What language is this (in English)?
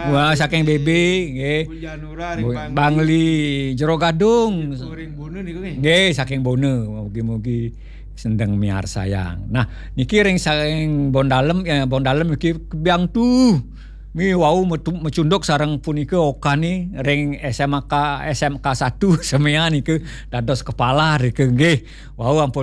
Balinese